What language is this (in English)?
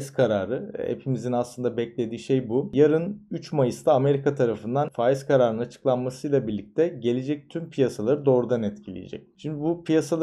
Turkish